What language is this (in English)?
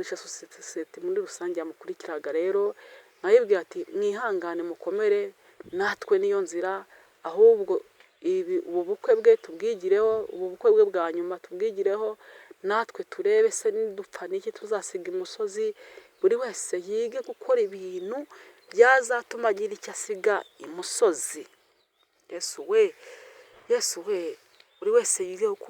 Kinyarwanda